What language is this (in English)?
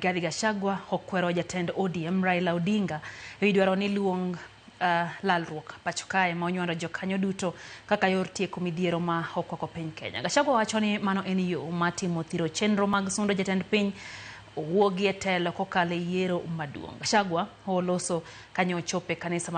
Luo (Kenya and Tanzania)